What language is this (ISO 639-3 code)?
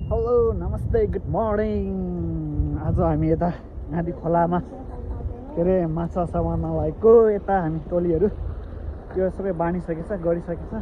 nep